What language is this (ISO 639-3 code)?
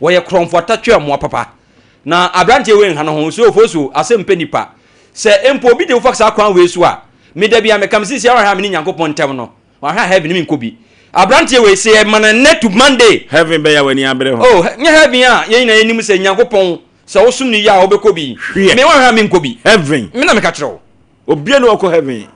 aka